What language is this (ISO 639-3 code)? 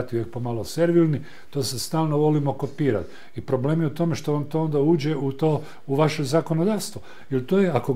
hrv